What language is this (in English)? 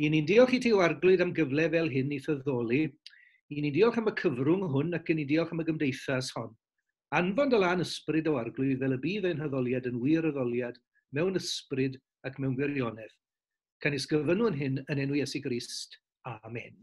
Welsh